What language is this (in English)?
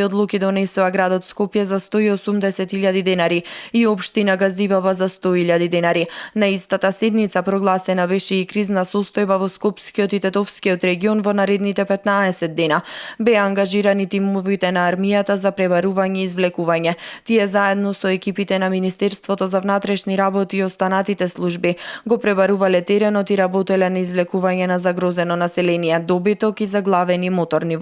Macedonian